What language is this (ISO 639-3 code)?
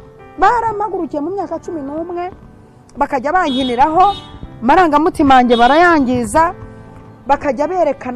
kin